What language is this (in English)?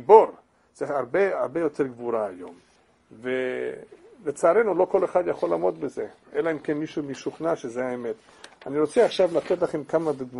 Hebrew